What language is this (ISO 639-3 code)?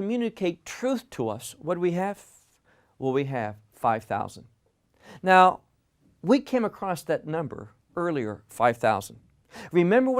eng